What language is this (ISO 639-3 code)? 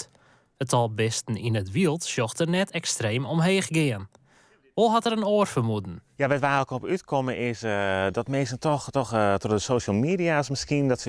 fry